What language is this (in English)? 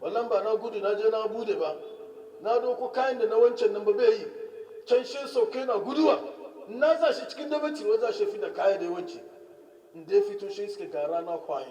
Hausa